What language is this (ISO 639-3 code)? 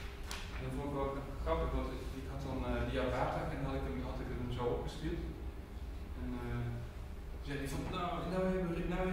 nld